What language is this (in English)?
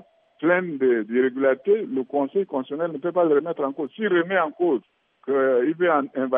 French